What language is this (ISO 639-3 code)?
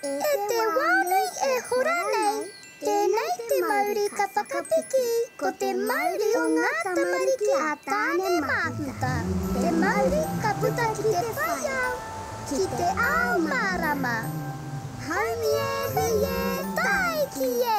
mri